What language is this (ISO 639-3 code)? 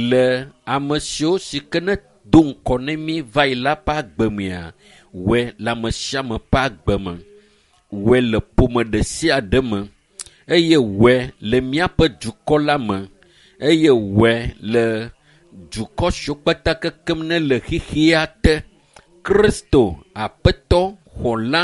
ewe